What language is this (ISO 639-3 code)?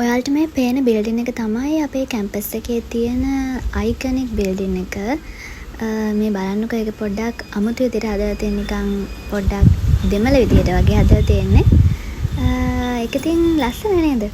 sin